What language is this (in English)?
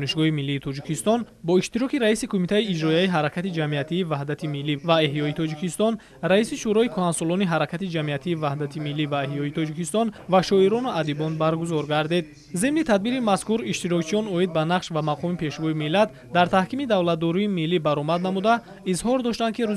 Tajik